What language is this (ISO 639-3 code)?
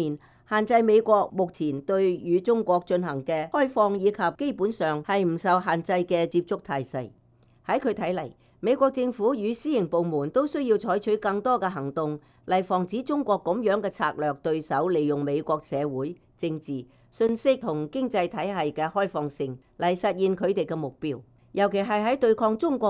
yue